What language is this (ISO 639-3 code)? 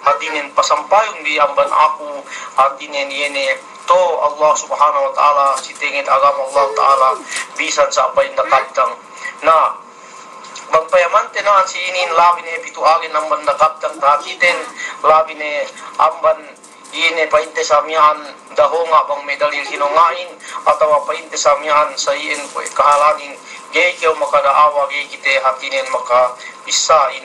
yka